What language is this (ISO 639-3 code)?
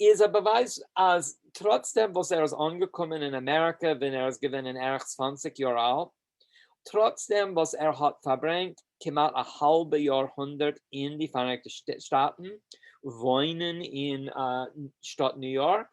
yid